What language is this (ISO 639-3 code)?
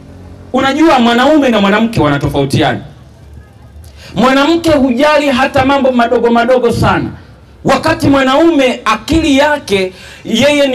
swa